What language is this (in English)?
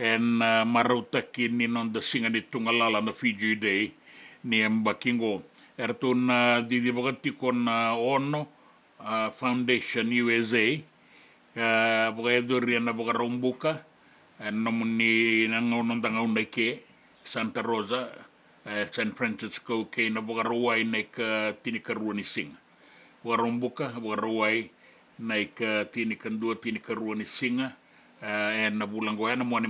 Fijian